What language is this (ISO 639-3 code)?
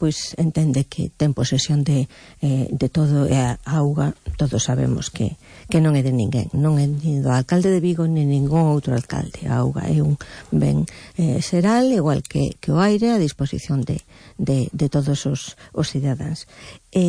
glg